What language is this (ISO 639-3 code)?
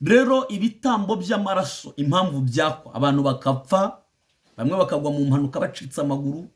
kin